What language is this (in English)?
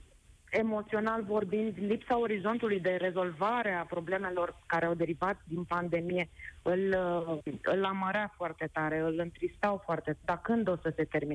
Romanian